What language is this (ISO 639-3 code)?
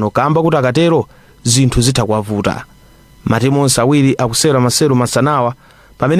nya